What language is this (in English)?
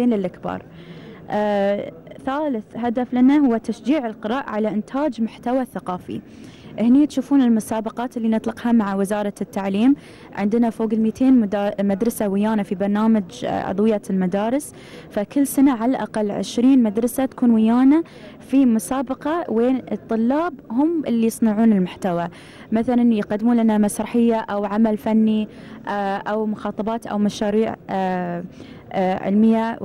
Gulf Arabic